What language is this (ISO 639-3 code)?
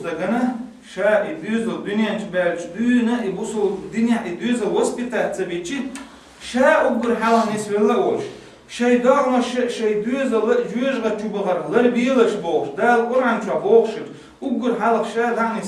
che